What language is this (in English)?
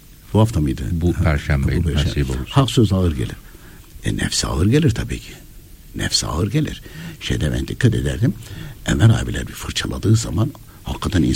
Turkish